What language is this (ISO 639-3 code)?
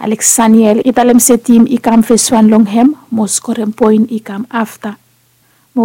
bis